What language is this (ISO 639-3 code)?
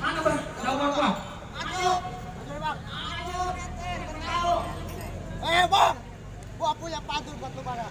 bew